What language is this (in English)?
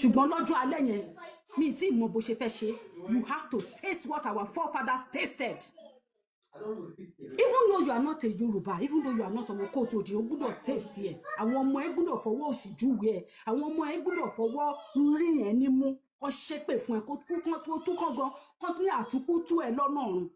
Yoruba